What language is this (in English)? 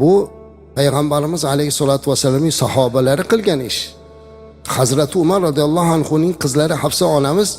Uzbek